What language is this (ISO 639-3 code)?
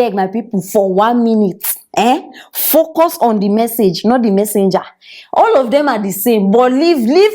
pcm